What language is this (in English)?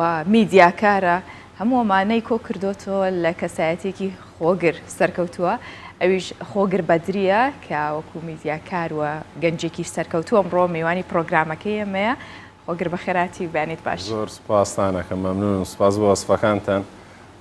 Central Kurdish